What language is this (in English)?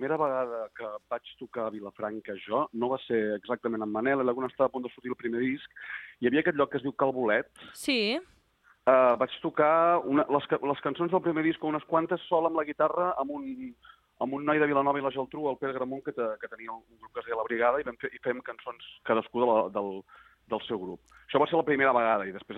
Catalan